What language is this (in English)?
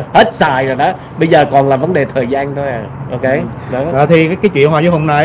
Vietnamese